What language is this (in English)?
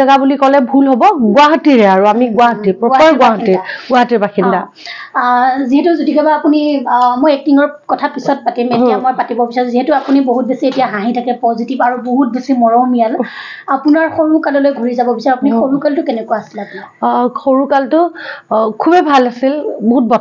Assamese